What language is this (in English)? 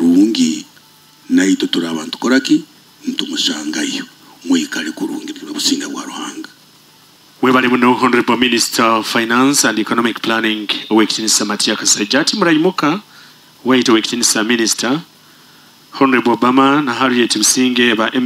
Nyoro